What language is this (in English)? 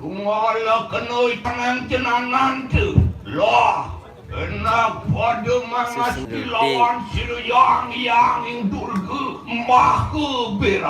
Balinese